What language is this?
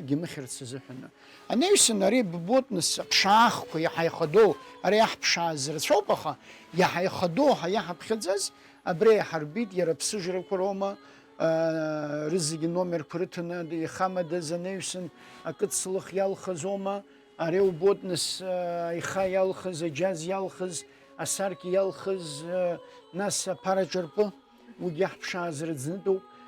Abkhazian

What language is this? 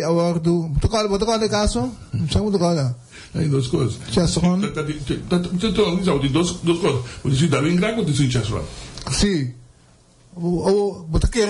Papiamento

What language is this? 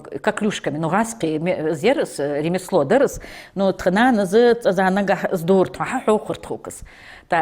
Ingush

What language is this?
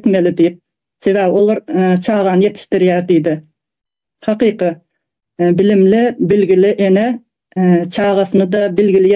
Turkmen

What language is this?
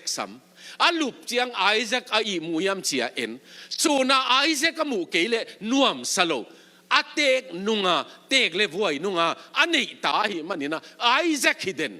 Tedim Chin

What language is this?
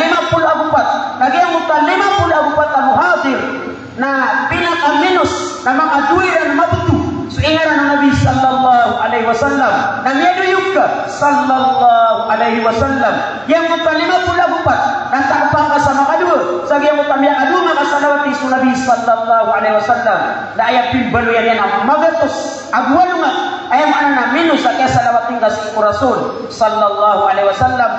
Maranao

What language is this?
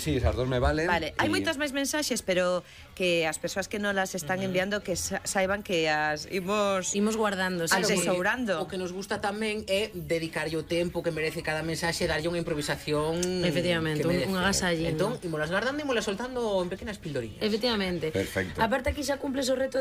Galician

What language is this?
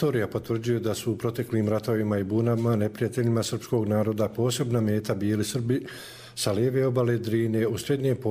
Croatian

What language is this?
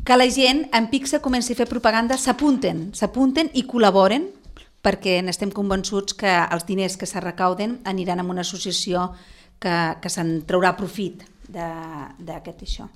Catalan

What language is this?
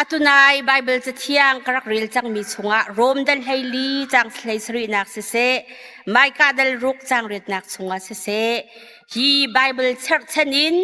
Hakha Chin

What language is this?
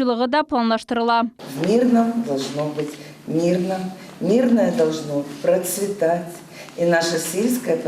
Crimean Tatar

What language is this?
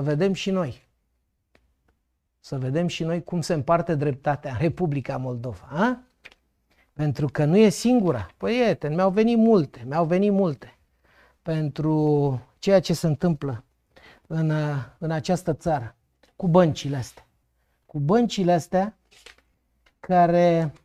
Romanian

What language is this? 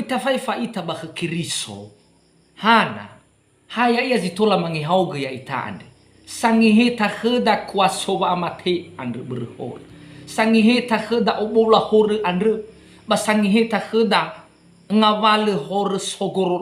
Nias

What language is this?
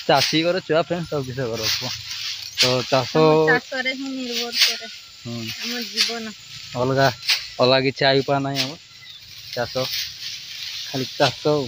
Odia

